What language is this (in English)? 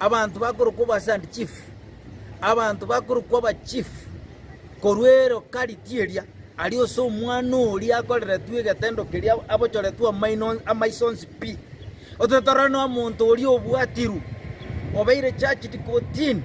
Gusii